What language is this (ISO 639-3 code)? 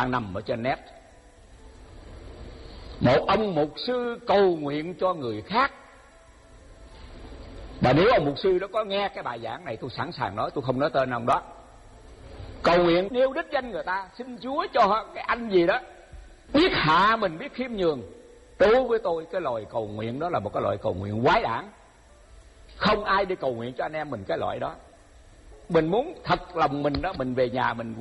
vie